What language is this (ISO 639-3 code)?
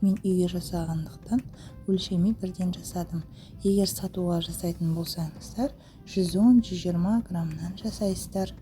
kaz